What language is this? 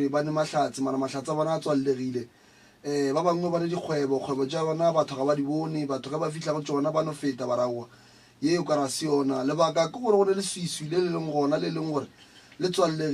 Northern Sotho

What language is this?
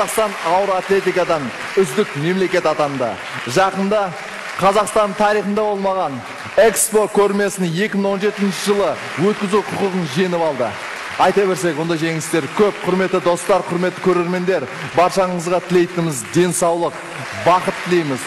Kazakh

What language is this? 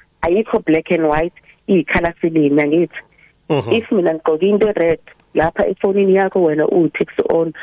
South Ndebele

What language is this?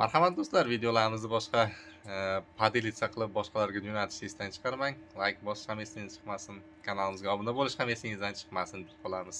Uzbek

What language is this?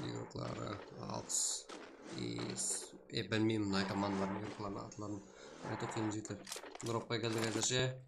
Kara-Kalpak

